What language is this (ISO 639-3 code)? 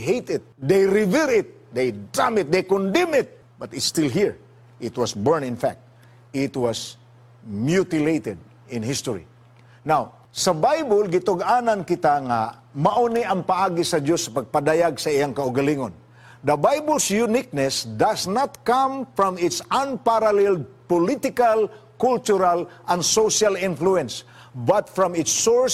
ceb